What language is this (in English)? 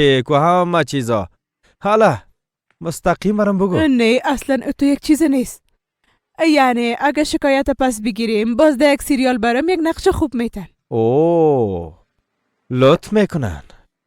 Persian